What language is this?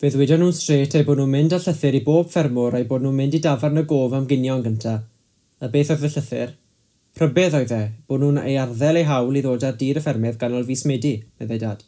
Welsh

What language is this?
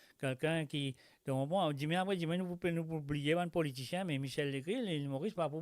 Morisyen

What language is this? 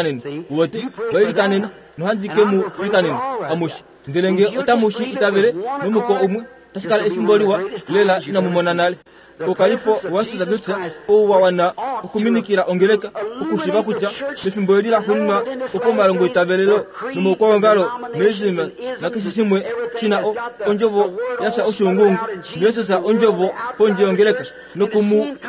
Kuanyama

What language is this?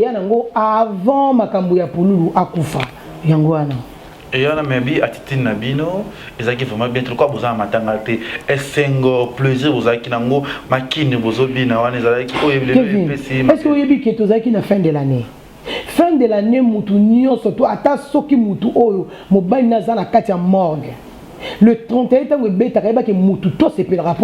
Lingala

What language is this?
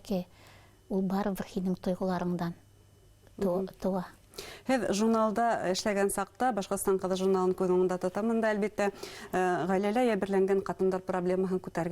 Bashkir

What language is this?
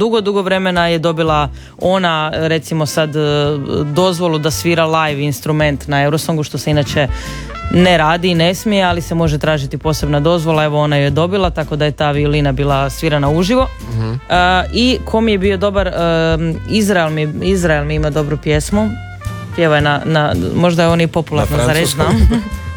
Croatian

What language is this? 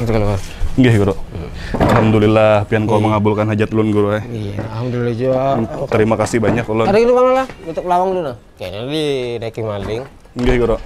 Banjar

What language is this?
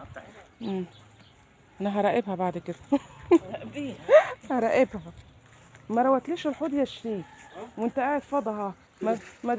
Egyptian Arabic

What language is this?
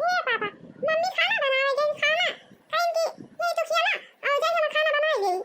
Awadhi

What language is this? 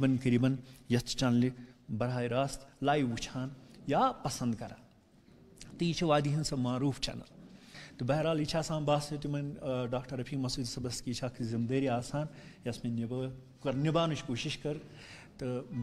Kashmiri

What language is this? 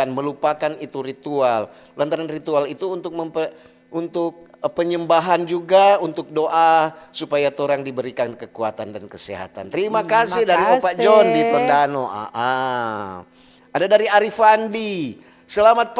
Manado Malay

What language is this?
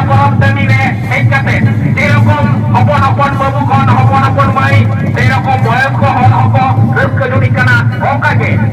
Santali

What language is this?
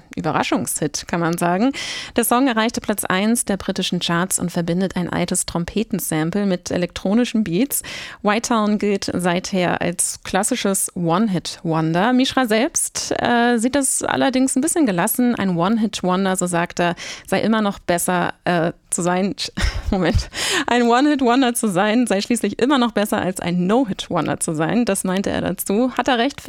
German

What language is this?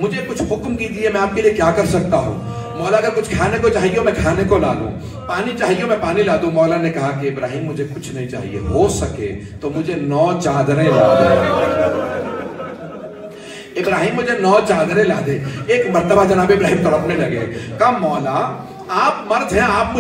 Urdu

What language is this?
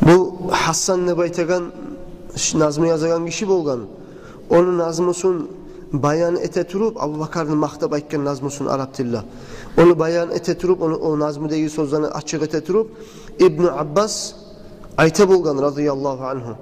Kumyk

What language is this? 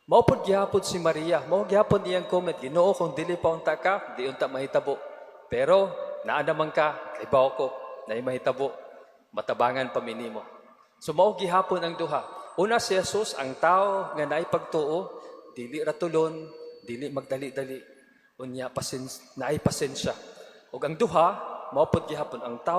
Cebuano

